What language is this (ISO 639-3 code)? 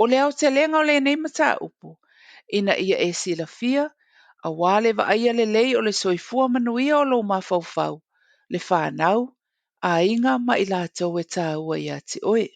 smo